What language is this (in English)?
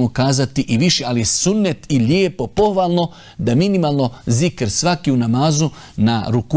Bosnian